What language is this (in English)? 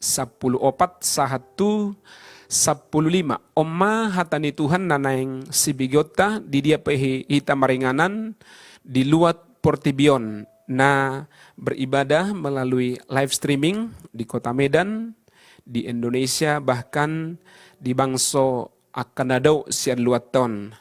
Batak Toba